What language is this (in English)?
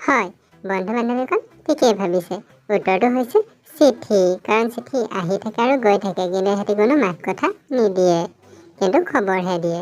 Assamese